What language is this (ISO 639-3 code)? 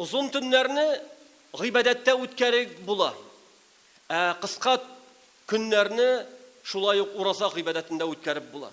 tat